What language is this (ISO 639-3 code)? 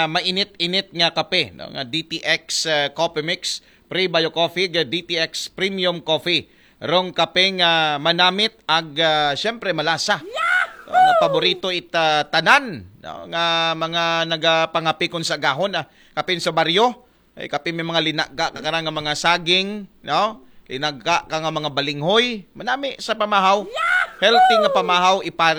akl